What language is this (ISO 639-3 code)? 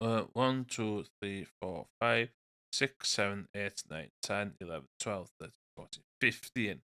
cym